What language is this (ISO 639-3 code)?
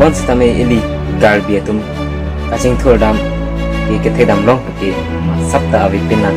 mjw